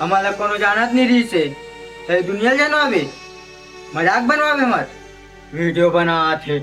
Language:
Chhattisgarhi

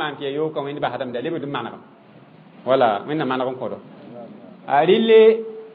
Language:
Mossi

